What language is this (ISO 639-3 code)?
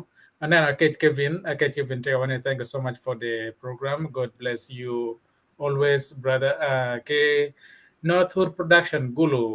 ach